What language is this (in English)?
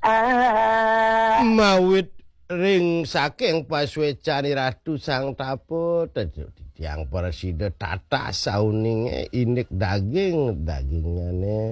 Balinese